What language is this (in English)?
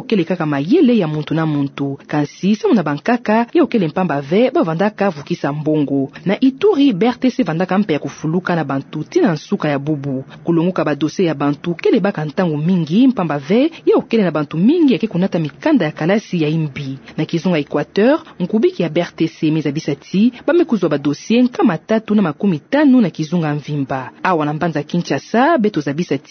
Kituba (Democratic Republic of Congo)